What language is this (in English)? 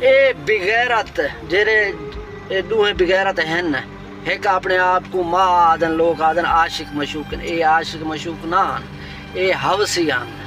Saraiki